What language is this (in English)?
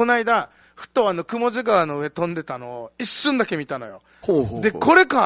Japanese